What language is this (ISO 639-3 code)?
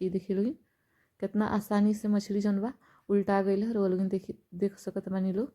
bho